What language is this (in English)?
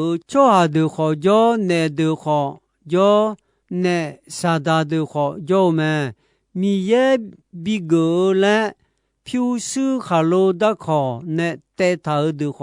Akha